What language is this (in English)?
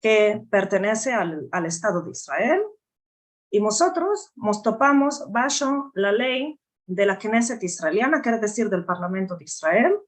Ladino